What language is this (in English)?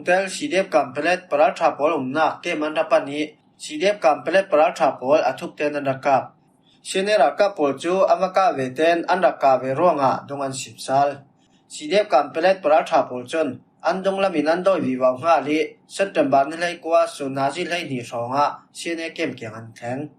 Falam Chin